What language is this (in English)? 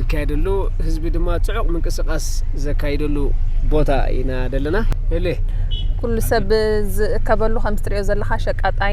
Tigrinya